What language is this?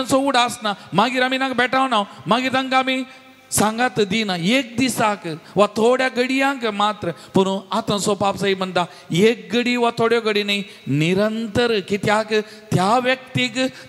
Konkani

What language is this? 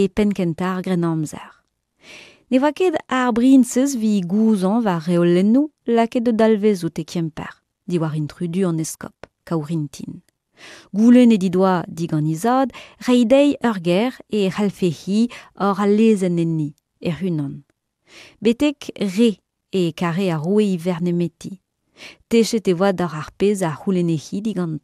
Breton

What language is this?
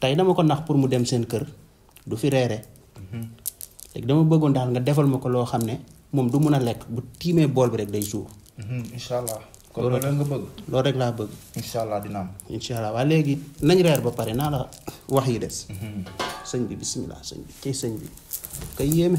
Wolof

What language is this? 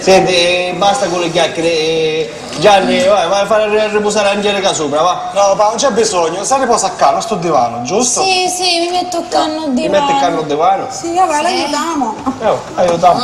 Sicilian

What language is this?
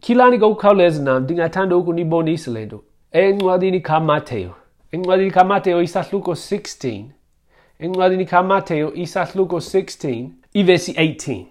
Xhosa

